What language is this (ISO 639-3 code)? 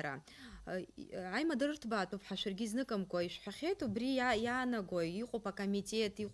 abk